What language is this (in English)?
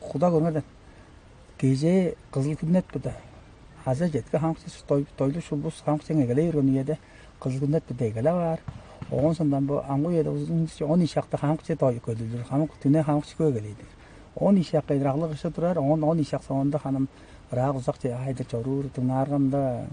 Tuvinian